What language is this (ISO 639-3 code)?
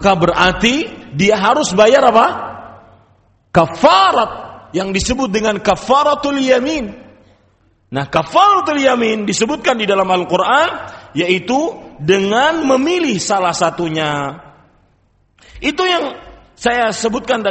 ind